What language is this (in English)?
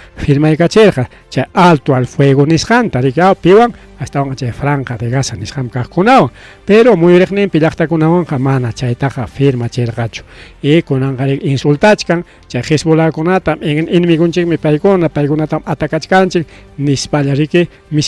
Ayacucho Quechua